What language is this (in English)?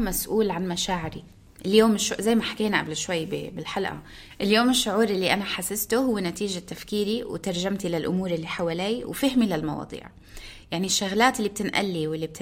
North Levantine Arabic